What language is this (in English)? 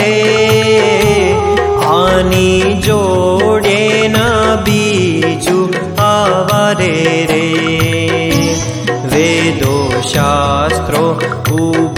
Gujarati